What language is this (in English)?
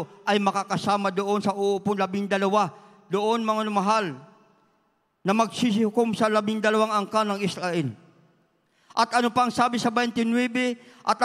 Filipino